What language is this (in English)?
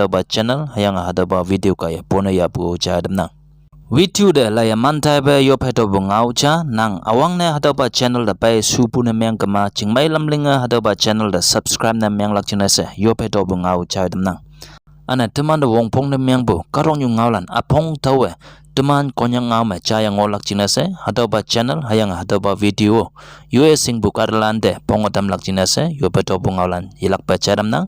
Konyak Naga